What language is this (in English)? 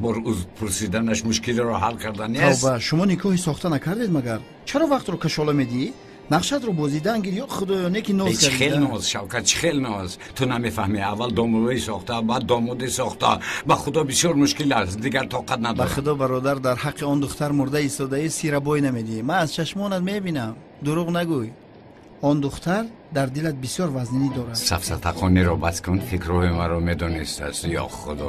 Tajik